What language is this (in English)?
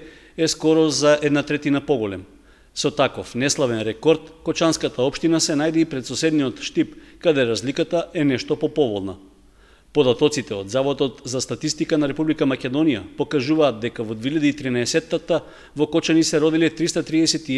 Macedonian